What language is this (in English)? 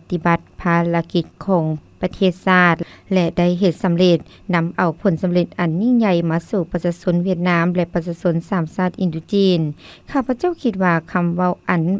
Lao